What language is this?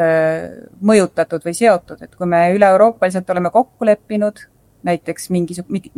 Estonian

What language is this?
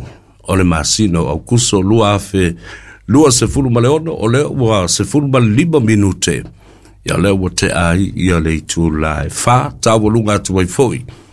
Samoan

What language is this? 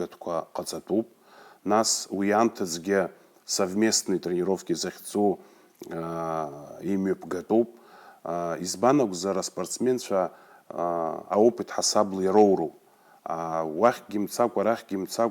Abkhazian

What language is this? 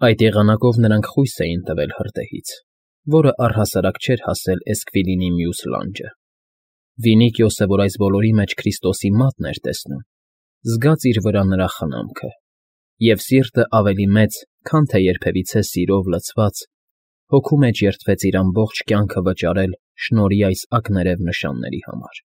Armenian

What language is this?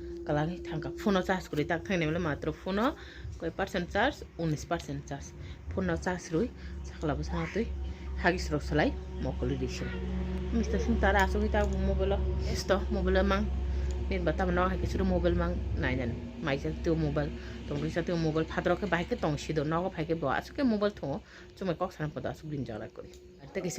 Kok Borok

